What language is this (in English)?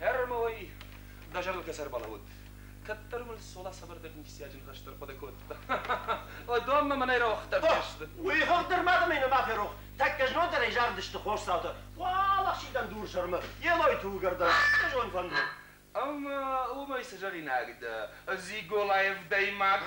Ossetic